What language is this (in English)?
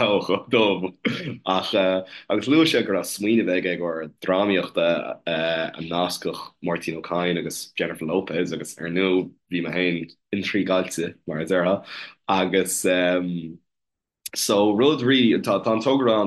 Irish